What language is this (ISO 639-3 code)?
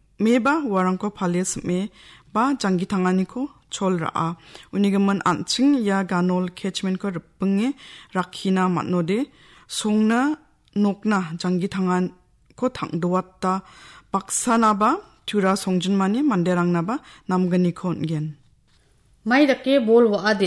grt